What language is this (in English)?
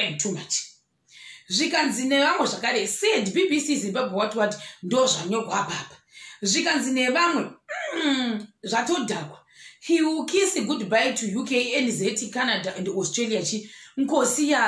Shona